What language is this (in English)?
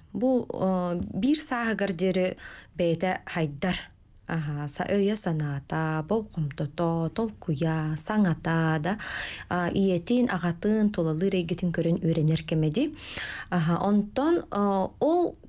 Yakut